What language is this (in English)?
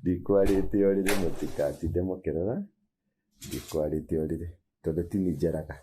Kikuyu